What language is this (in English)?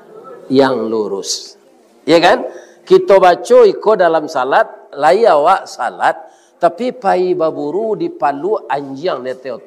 Minangkabau